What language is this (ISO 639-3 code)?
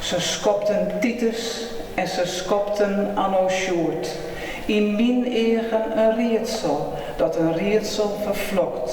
fry